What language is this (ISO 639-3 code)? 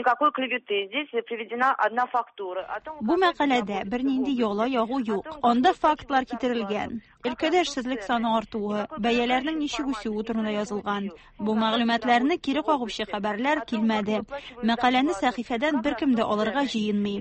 tat